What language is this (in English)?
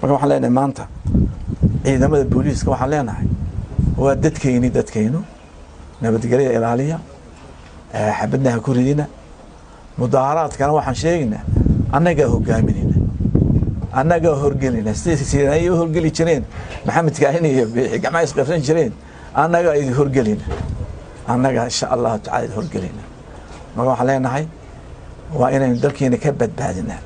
Somali